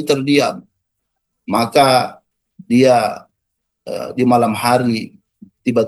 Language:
Indonesian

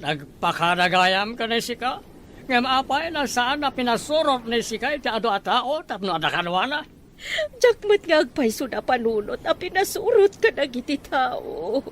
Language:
Iloko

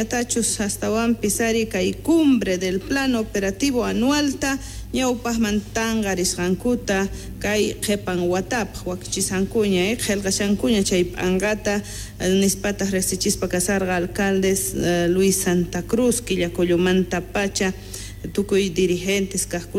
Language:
South Bolivian Quechua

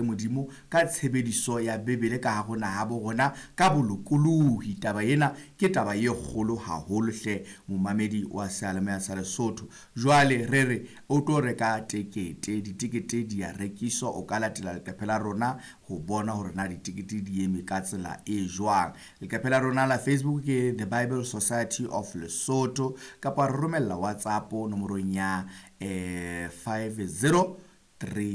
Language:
Southern Sotho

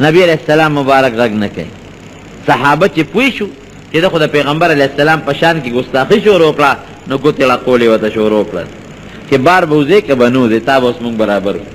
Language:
Pashto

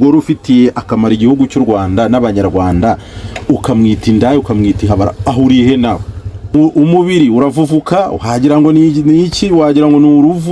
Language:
Kinyarwanda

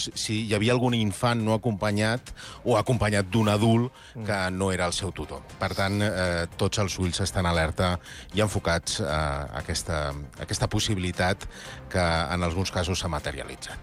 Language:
Catalan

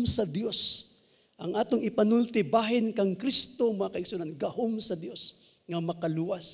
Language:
Cebuano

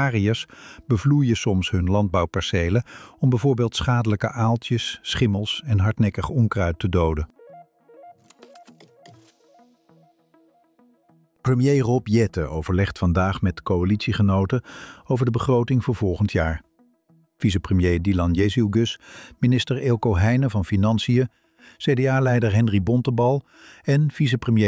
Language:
Dutch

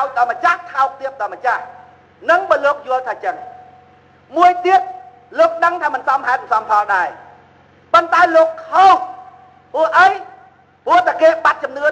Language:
Khmer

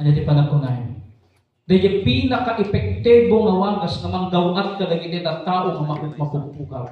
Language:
Iloko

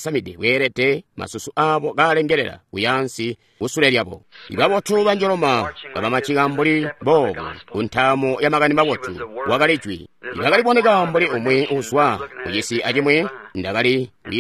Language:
Tonga (Zambia)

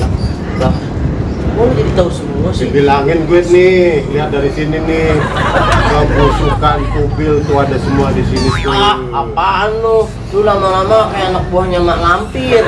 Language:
Betawi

